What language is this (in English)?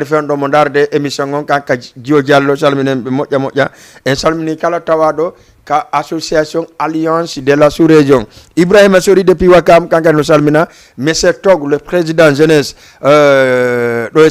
Fula